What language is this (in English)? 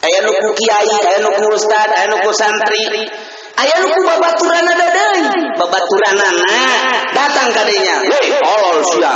Sundanese